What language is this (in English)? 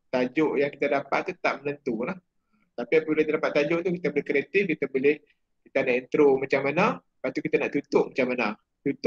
Malay